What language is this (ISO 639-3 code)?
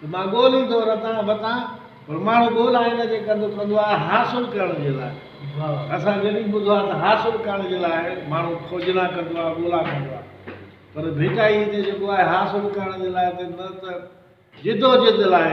snd